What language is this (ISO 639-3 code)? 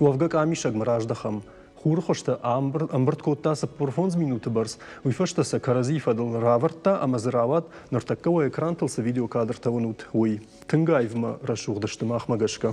oss